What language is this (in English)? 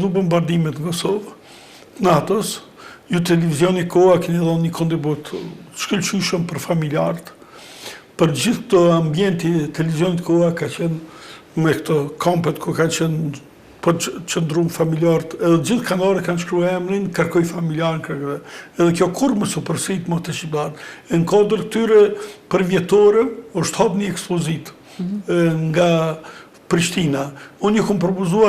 Albanian